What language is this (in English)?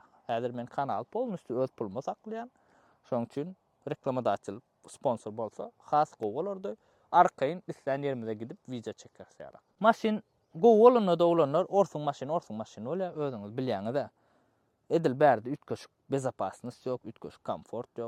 Turkmen